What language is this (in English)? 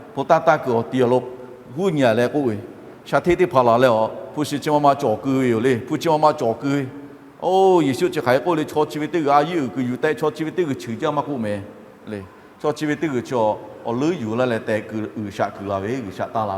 Lahu